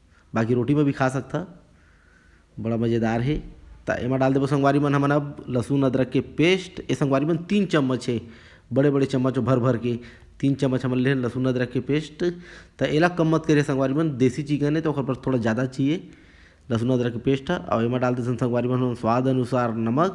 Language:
Chhattisgarhi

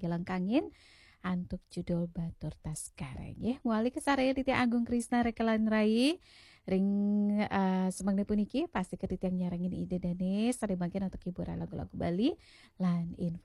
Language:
Balinese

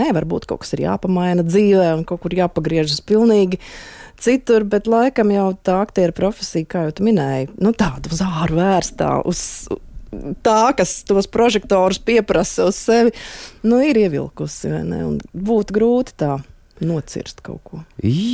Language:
Latvian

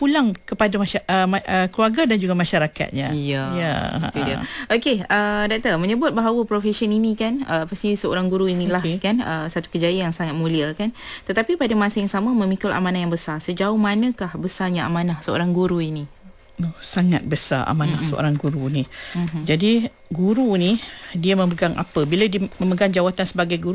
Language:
Malay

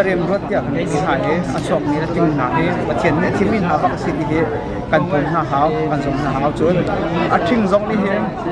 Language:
Hakha Chin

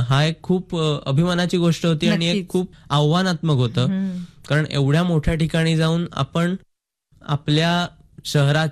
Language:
Marathi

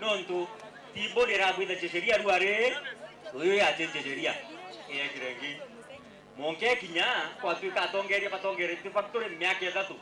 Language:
Meru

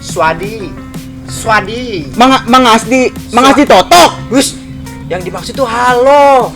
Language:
Betawi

